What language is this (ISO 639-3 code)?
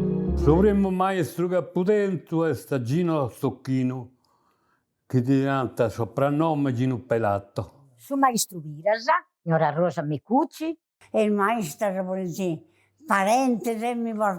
srd